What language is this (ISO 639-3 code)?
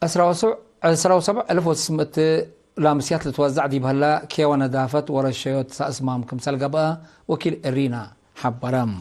tig